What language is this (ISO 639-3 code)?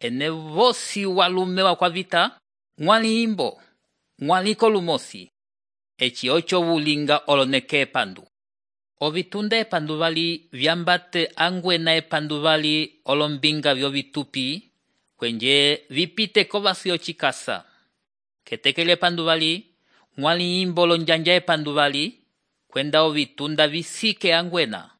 umb